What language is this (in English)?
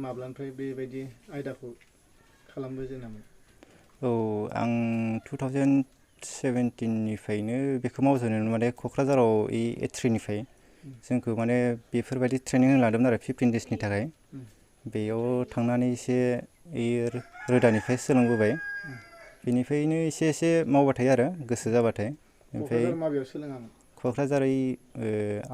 Bodo